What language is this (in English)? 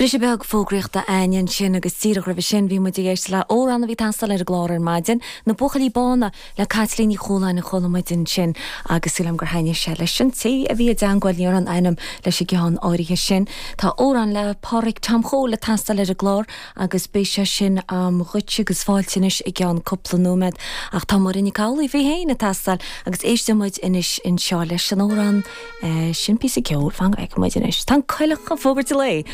Irish